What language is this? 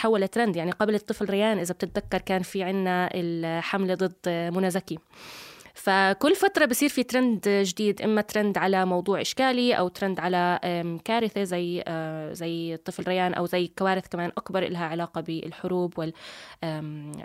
North Levantine Arabic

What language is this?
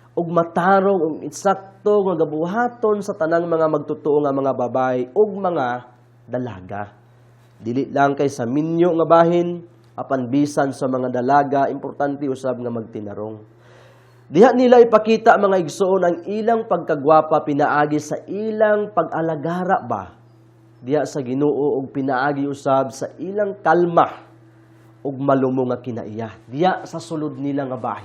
Cebuano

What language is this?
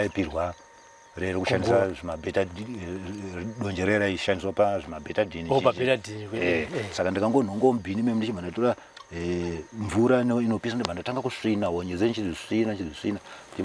Shona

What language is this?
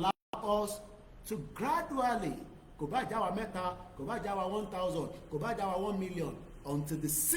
Yoruba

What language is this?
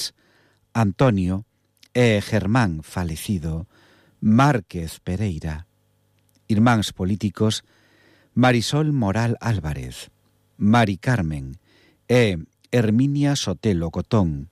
Galician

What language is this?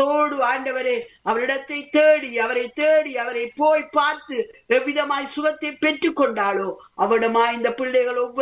Tamil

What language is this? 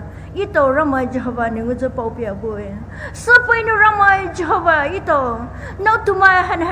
Poumei Naga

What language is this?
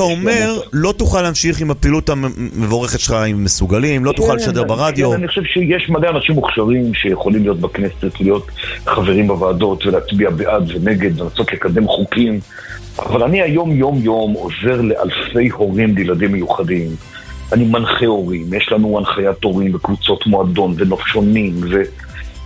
Hebrew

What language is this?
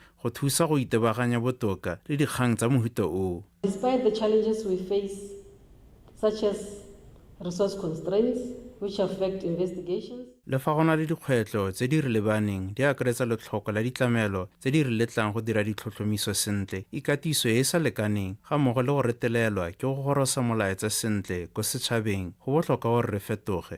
Tswana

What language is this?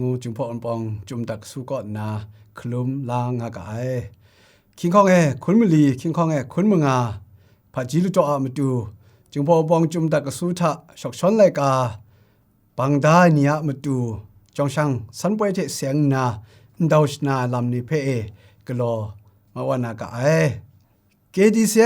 Kachin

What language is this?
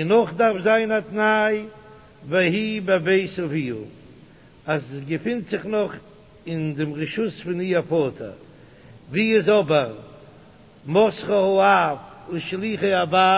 Yiddish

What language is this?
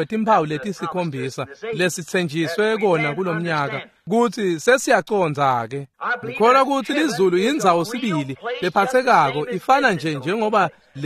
Swati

